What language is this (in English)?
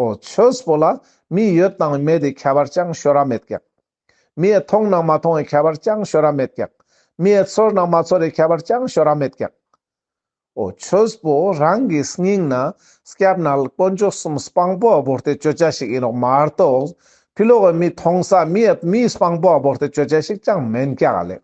Ladakhi